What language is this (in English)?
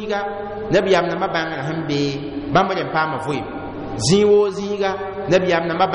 Mossi